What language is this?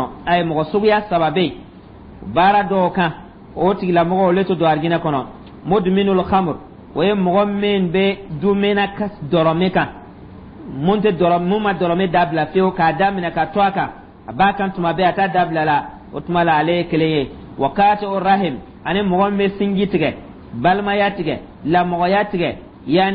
Dyula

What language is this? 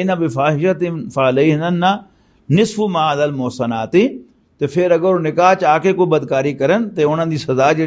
Western Panjabi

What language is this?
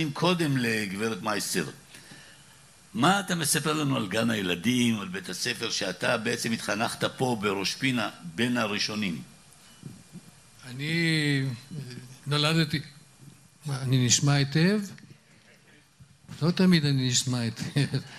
Hebrew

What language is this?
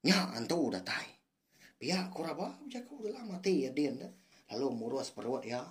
Iban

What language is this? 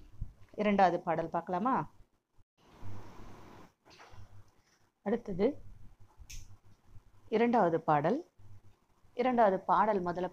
Tamil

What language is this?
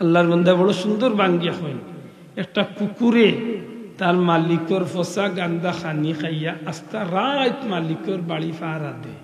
Sylheti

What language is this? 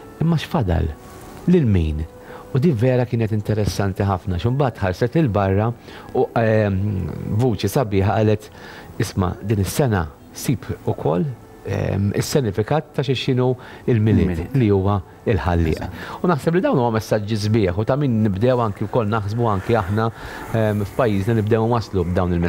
Maltese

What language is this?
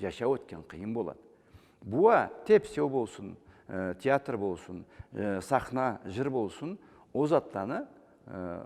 Karachay-Balkar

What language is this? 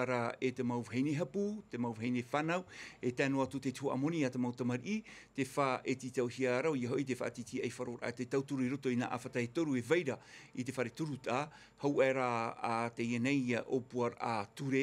Tahitian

